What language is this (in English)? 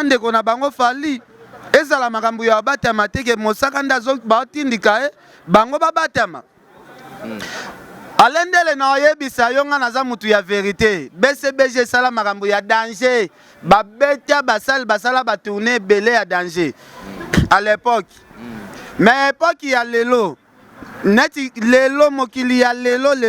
Lingala